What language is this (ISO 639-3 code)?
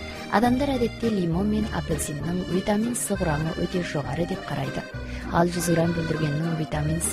kaz